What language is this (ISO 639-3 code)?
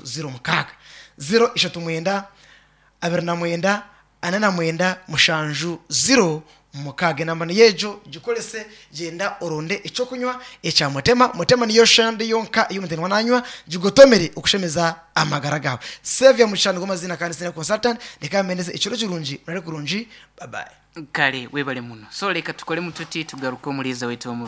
nyn